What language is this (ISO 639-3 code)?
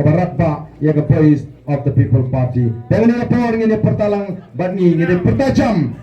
kha